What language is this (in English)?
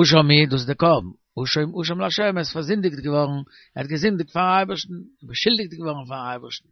Yiddish